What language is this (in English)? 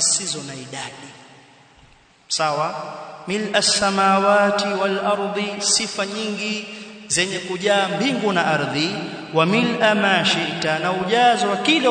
Swahili